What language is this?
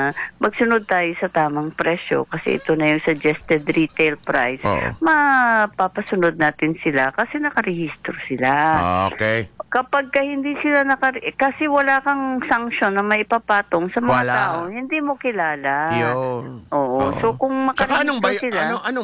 Filipino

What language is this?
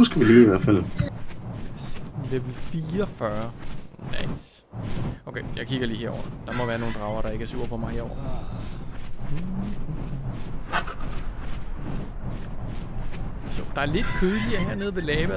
Danish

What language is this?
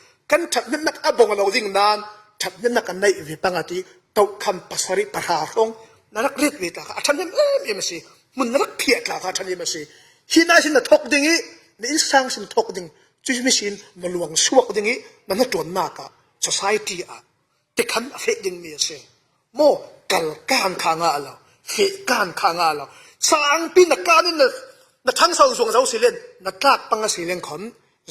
Falam Chin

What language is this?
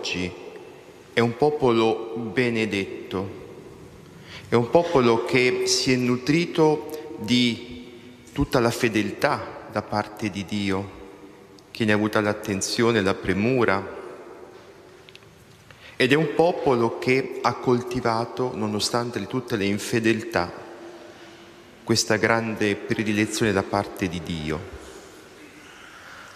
Italian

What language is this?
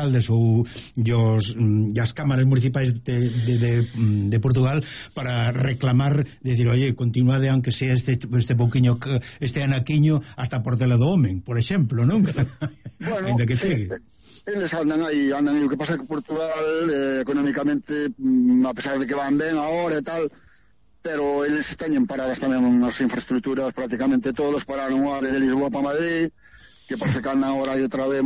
Galician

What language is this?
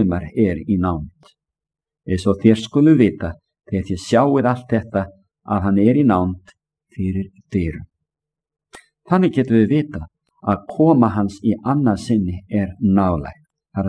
Icelandic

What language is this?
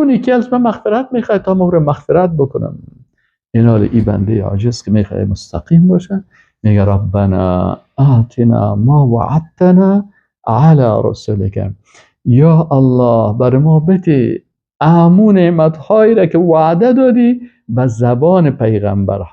Persian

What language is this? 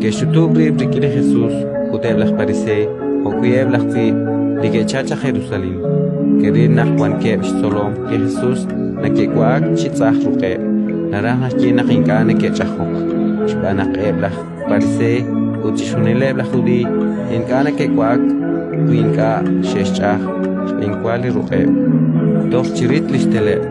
Kekchí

